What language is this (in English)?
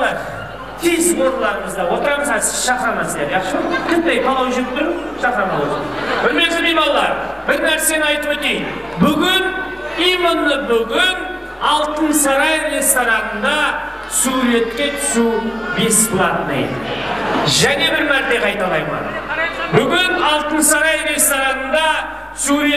Kara-Kalpak